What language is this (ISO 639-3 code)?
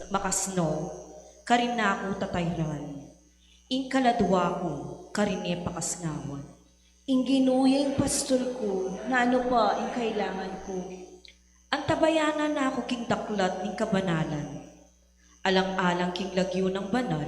pam